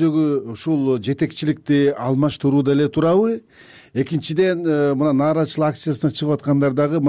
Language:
Kyrgyz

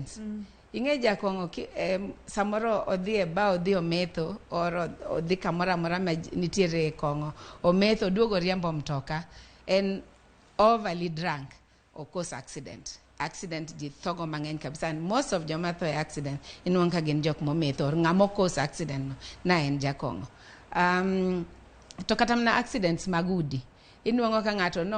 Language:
Luo (Kenya and Tanzania)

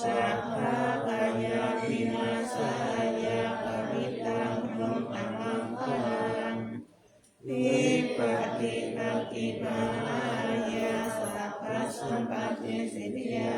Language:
Pali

